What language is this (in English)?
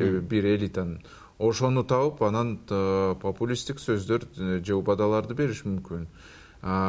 Kyrgyz